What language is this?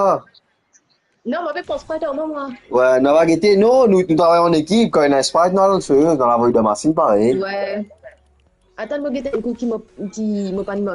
Morisyen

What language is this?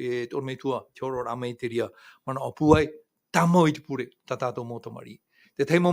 Tahitian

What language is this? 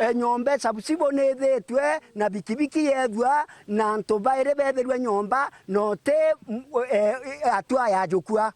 Meru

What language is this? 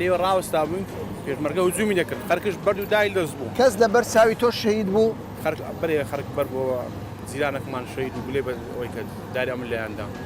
Central Kurdish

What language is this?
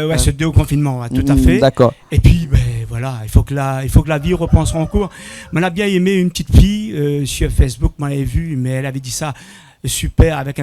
Réunion Creole French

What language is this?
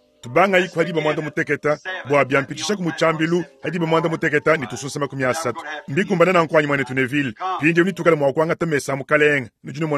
Luba-Lulua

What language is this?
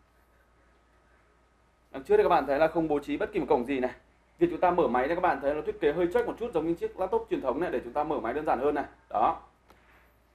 Vietnamese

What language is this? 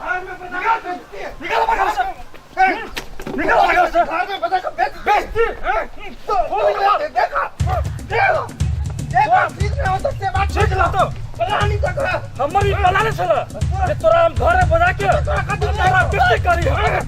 Maithili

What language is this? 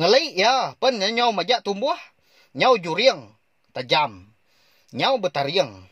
Iban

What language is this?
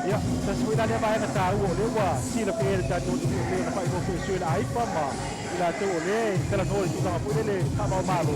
Samoan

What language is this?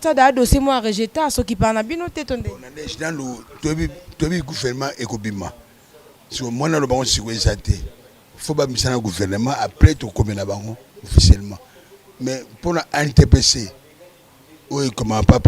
Lingala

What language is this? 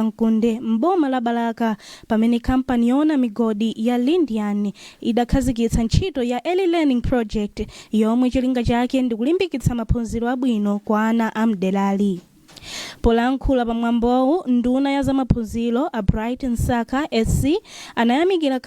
Nyanja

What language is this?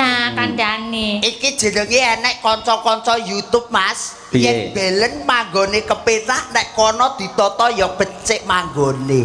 Javanese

